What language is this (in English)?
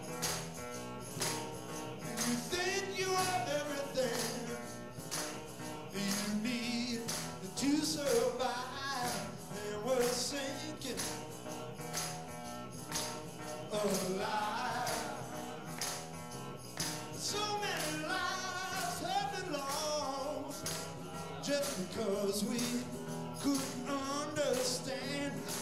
English